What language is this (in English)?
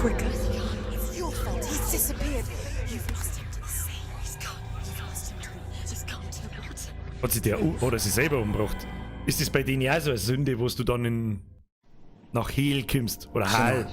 Bavarian